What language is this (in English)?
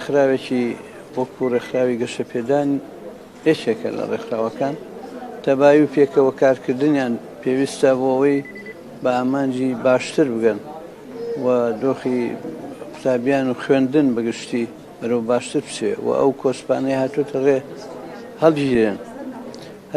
Central Kurdish